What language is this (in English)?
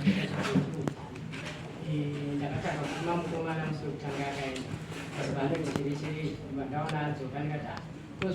Shona